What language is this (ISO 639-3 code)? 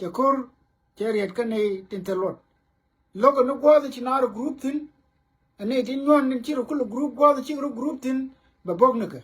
nus